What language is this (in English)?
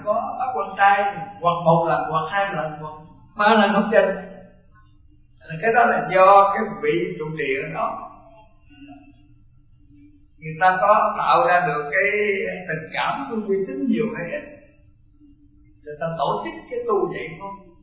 Vietnamese